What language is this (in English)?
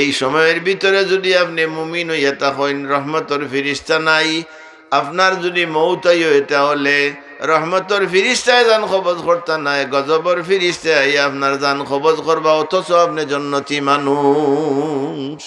Sylheti